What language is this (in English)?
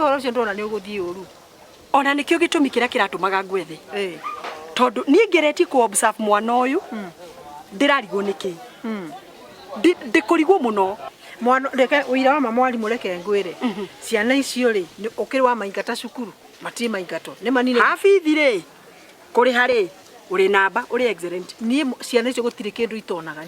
Kikuyu